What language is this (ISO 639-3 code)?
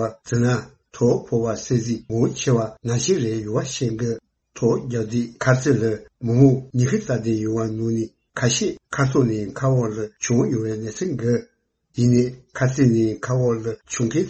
bod